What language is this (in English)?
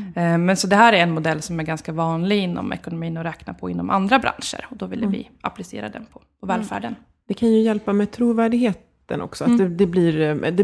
Swedish